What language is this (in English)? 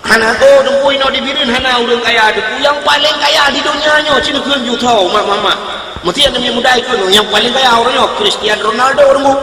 Achinese